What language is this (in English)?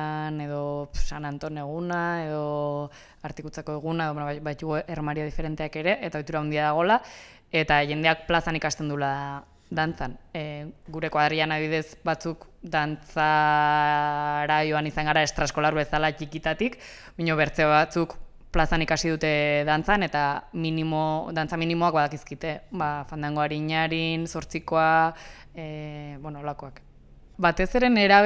Basque